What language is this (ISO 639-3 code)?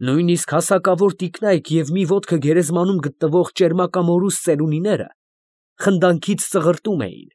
hye